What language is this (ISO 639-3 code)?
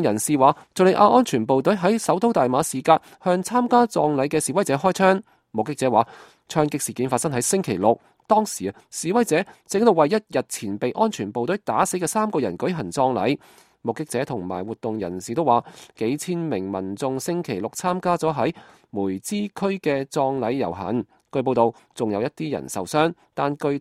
yue